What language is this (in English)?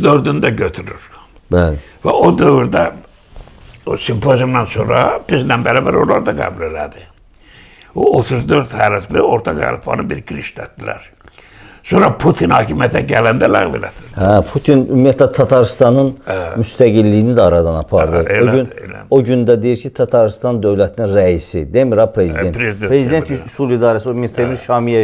South Azerbaijani